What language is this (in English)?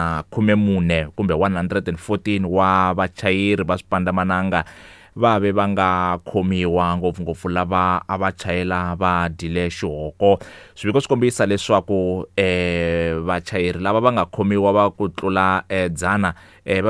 Tsonga